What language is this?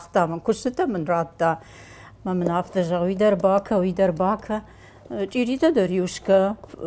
Ossetic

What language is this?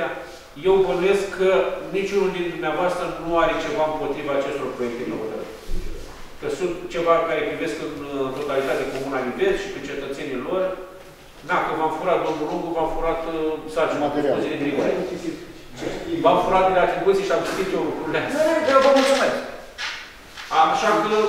Romanian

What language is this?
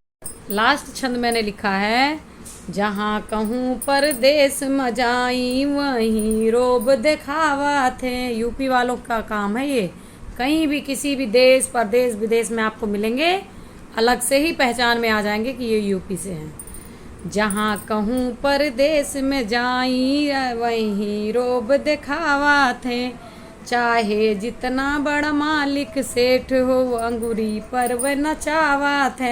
Awadhi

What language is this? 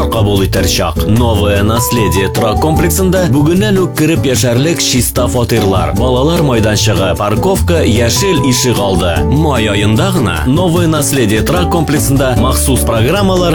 Tatar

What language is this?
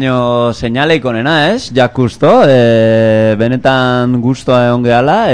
Basque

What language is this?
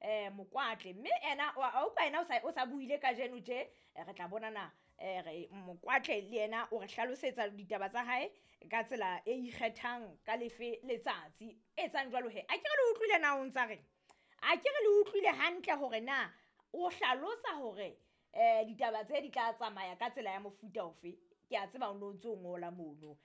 Southern Sotho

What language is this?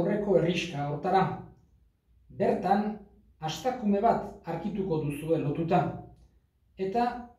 Basque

